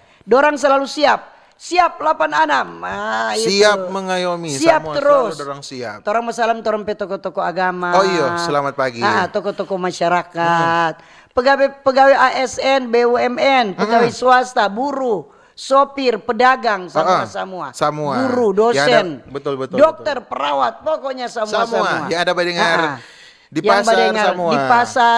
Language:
Manado Malay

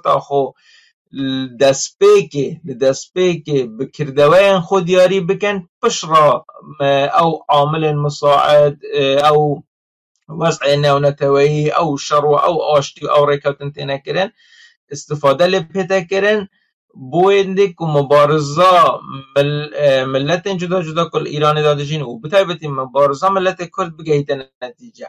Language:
Kurdish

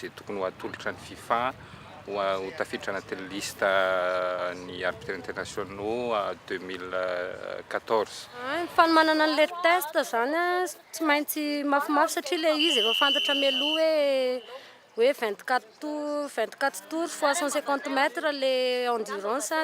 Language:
Malagasy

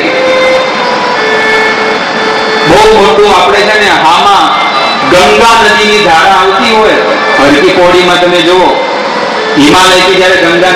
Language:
Gujarati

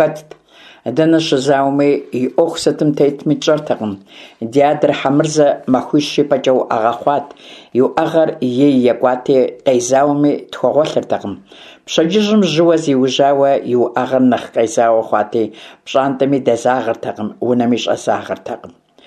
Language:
Kabardian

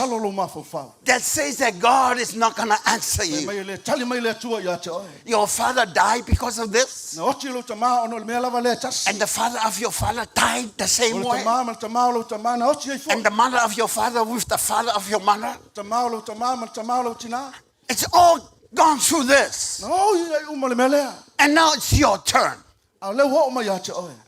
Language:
Samoan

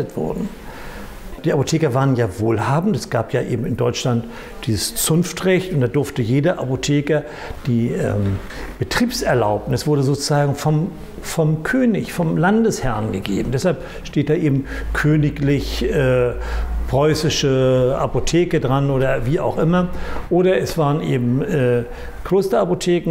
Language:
German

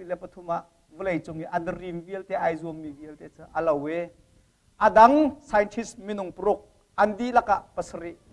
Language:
Hakha Chin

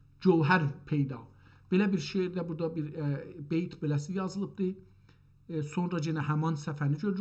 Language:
South Azerbaijani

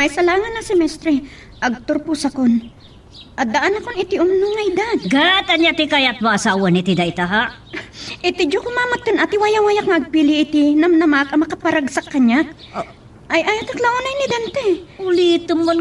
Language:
Iloko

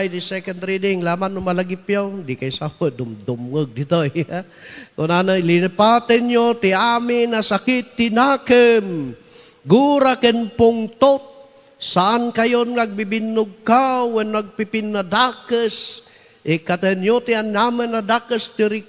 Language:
Iloko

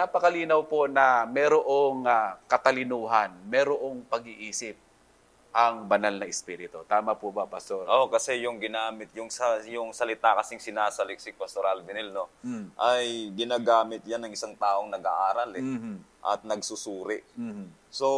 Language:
Filipino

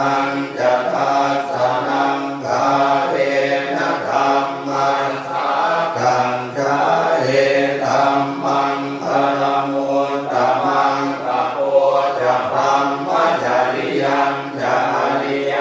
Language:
Pali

